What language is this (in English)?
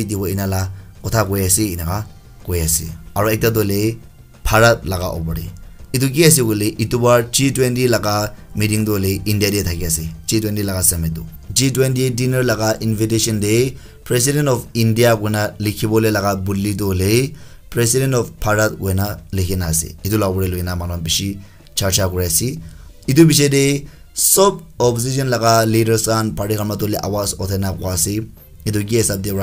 Naga Pidgin